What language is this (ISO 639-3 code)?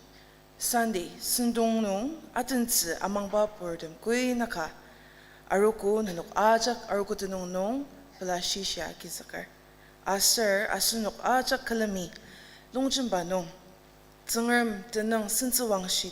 njo